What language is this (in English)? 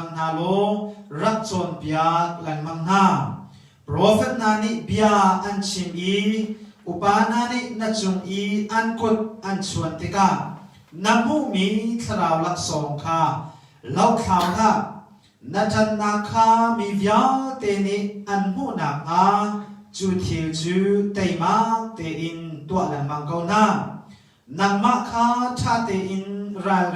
Hakha Chin